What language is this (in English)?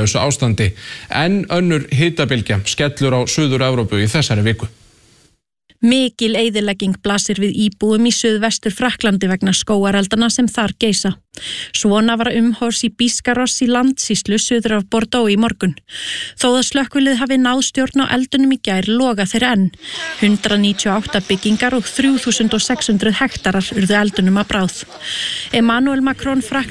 Icelandic